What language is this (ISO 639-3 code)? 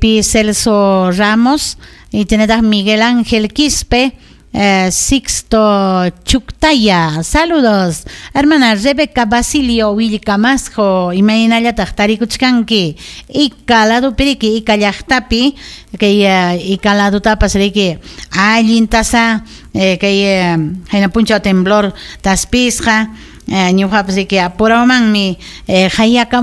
quy